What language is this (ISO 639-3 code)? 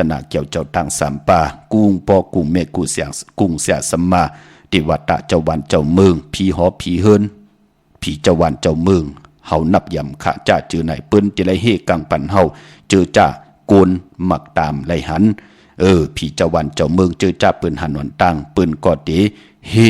shn